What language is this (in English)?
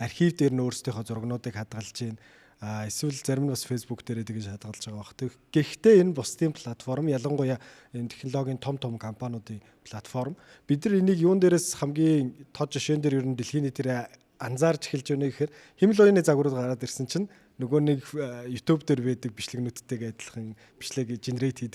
Mongolian